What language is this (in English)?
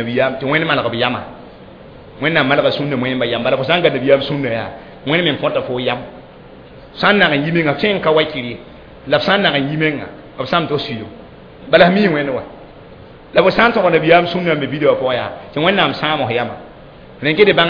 Mossi